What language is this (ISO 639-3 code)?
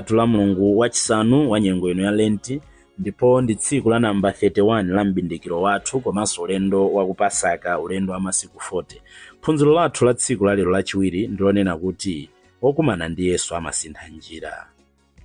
nya